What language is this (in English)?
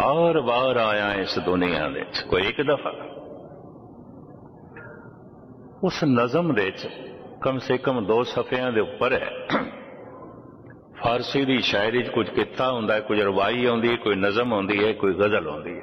Punjabi